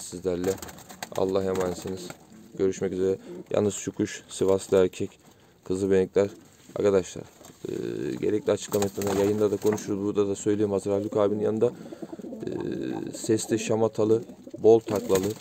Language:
Turkish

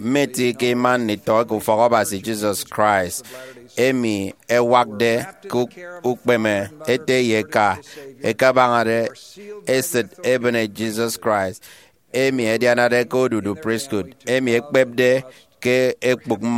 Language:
Efik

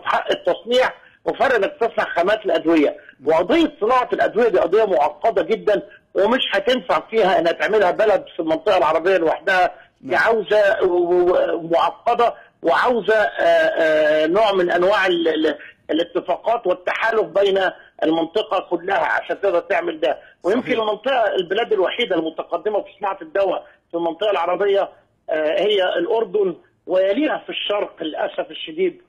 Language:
Egyptian Arabic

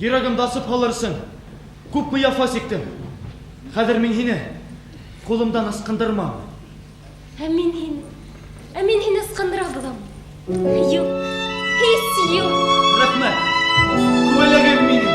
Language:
Bashkir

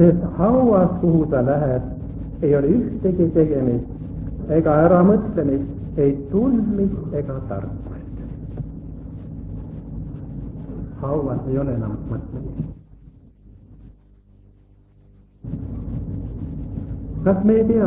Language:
Estonian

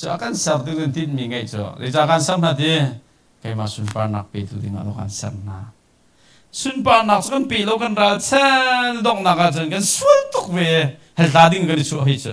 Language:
Hakha Chin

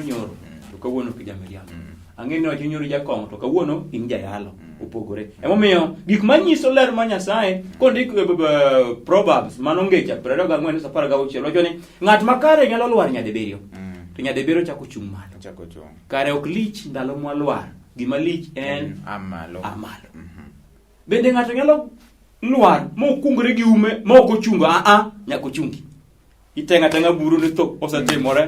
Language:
Luo (Kenya and Tanzania)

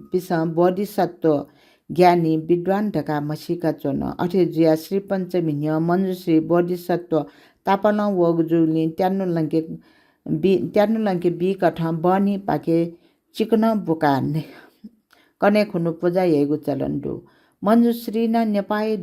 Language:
Newari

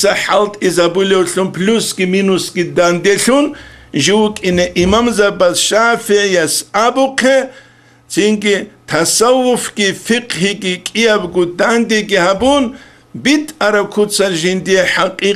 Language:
Avaric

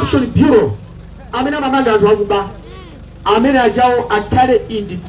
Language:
Nyanja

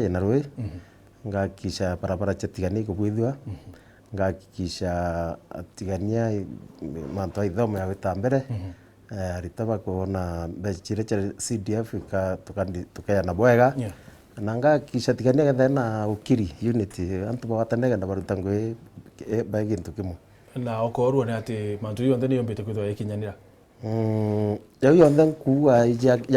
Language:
Meru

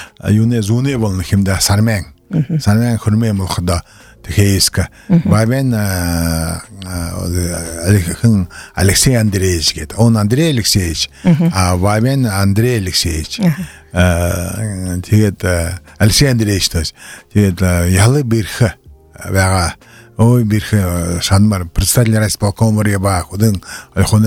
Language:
Buriat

